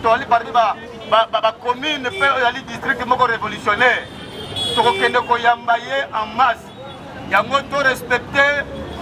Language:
Lingala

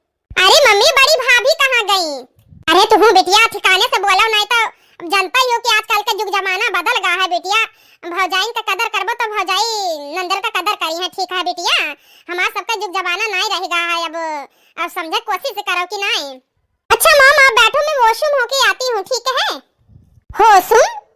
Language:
Awadhi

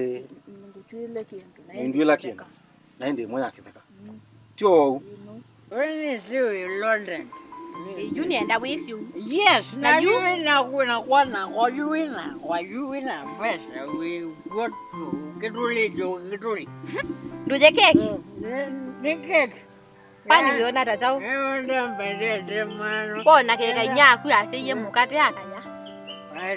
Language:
Kamba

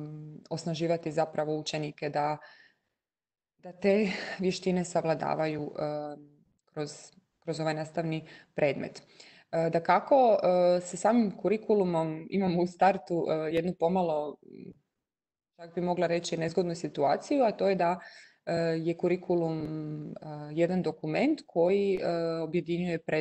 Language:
Croatian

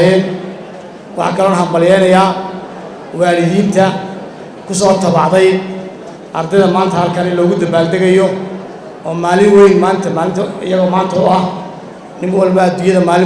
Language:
Somali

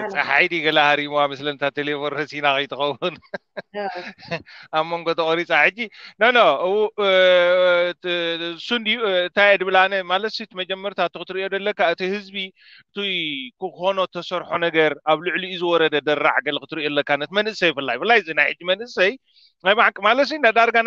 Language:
Tigrinya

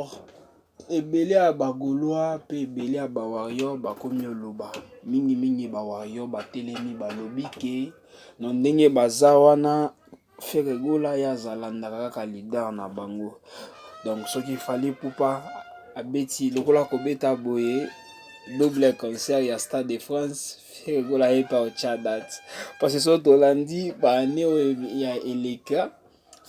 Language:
Lingala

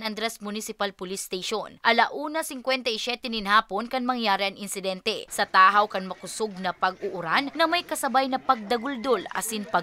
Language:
Bikol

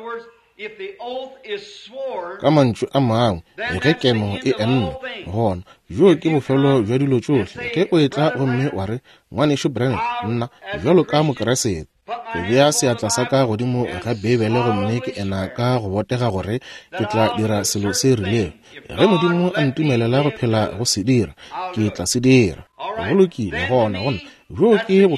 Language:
Northern Sotho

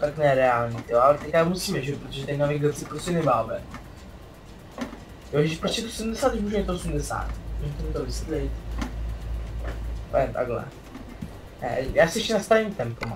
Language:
Czech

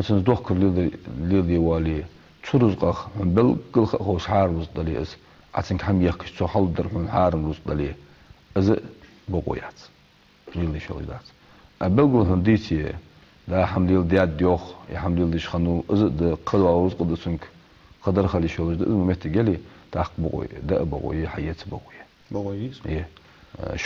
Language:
Ingush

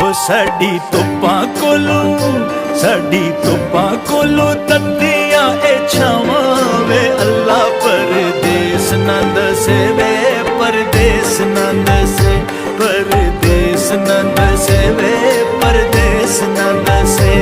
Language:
Pahari-Potwari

